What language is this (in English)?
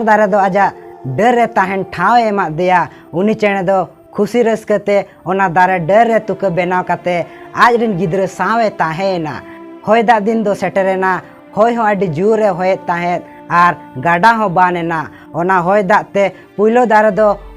Santali